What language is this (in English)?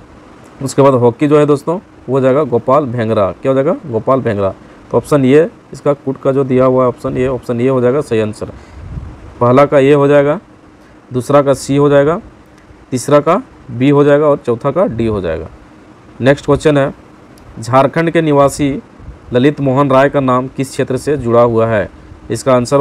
Hindi